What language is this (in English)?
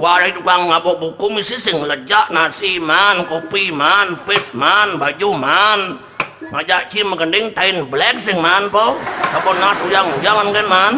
Balinese